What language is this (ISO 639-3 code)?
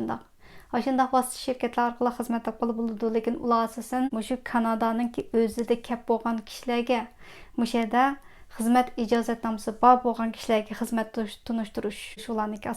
uig